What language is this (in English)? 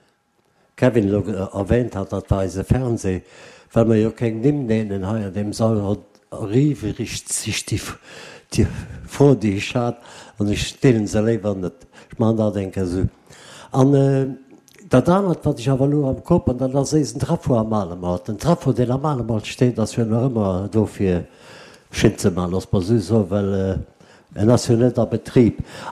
Luxembourgish